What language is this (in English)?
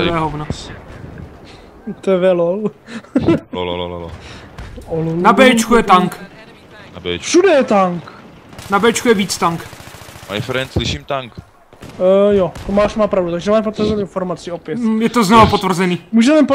Czech